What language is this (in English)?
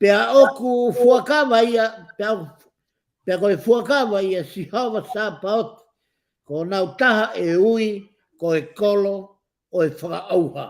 Tongan